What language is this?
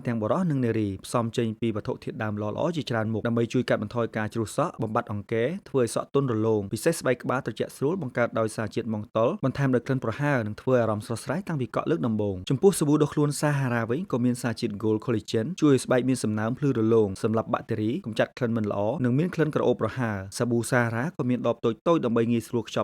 Khmer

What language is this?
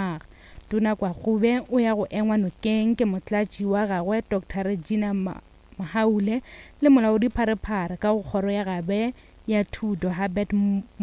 Northern Sotho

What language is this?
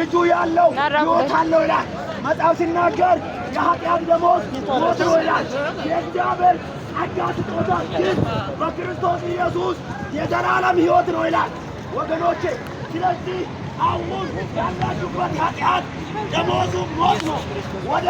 Amharic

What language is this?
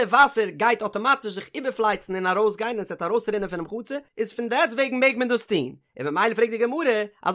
Yiddish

